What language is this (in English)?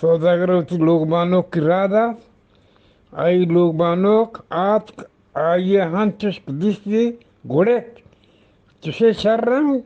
Eastern Balochi